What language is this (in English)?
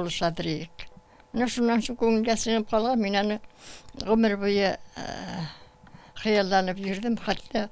Tatar